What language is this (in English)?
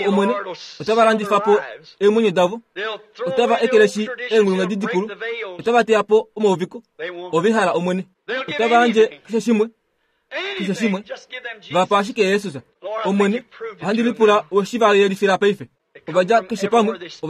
Kuanyama